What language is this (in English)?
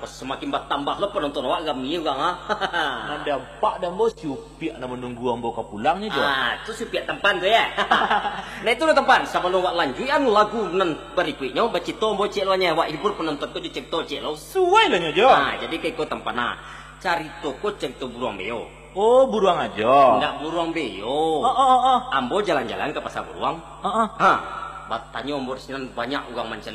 Minangkabau